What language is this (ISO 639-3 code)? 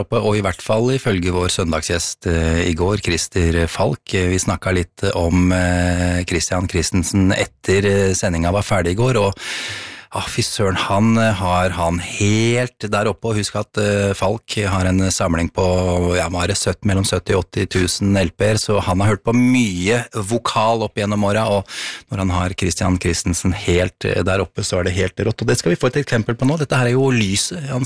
nor